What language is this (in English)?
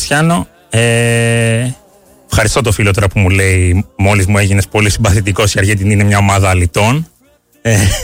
Greek